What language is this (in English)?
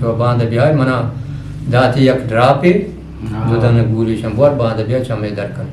Eastern Balochi